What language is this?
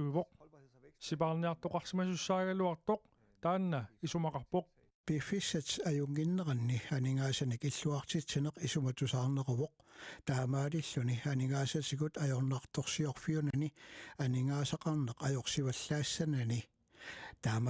Kalaallisut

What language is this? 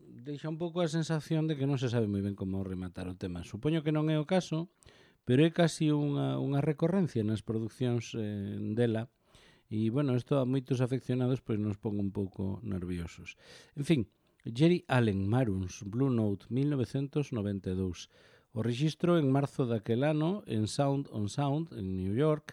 Galician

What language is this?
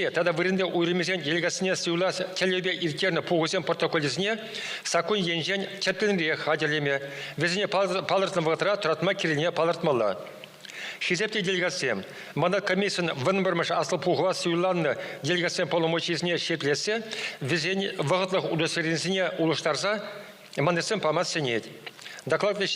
Chuvash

